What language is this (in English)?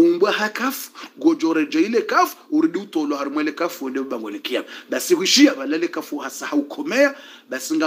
Swahili